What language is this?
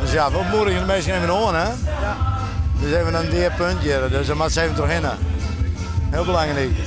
Western Frisian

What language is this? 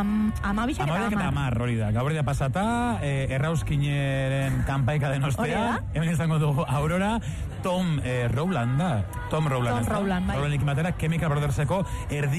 Basque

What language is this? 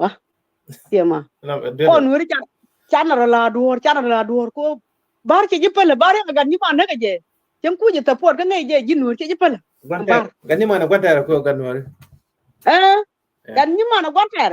Nuer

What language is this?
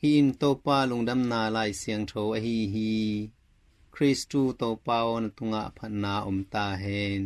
Tedim Chin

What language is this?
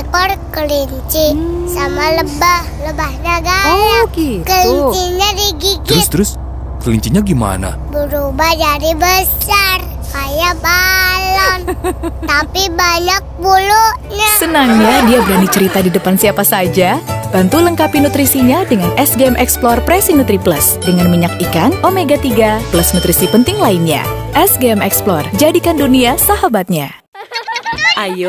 Indonesian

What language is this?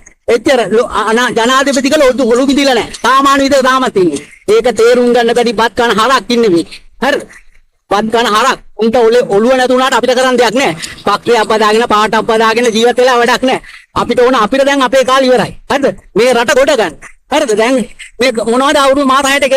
Sinhala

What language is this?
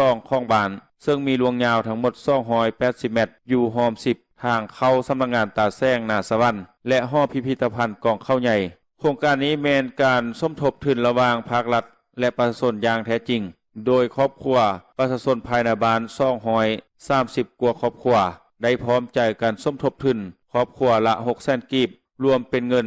Lao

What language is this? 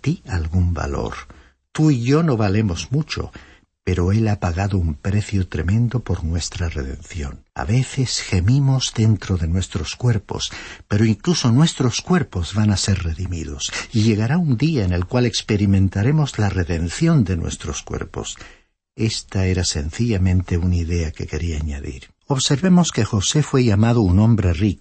Spanish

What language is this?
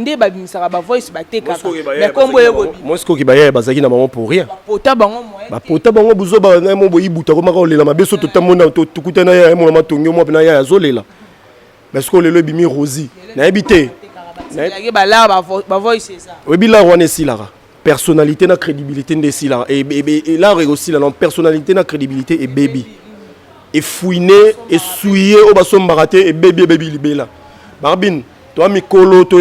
Lingala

